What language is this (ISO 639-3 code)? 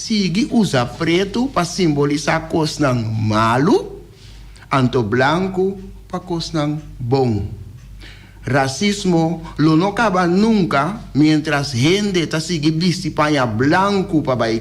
pap